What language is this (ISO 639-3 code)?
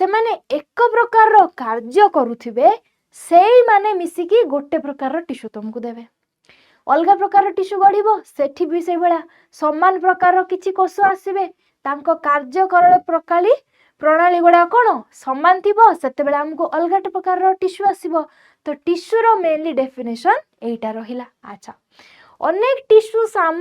ori